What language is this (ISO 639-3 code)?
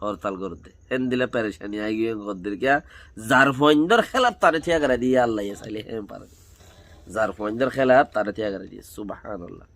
rhg